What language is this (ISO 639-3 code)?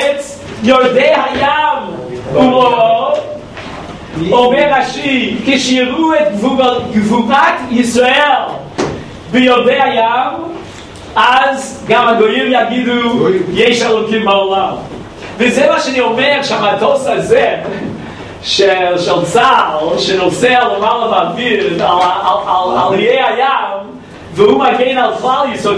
heb